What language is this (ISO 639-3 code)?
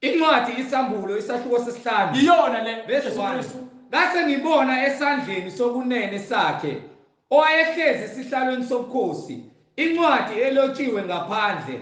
zul